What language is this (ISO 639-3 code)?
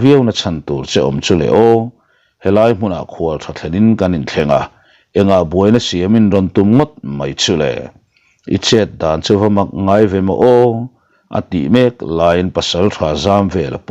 lus